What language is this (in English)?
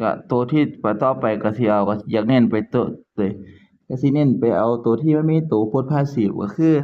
Northeastern Thai